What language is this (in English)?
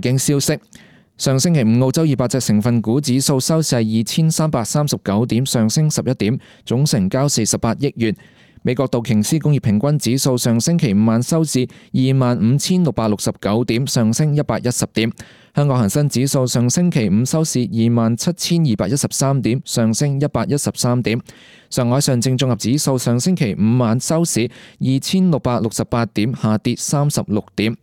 Cantonese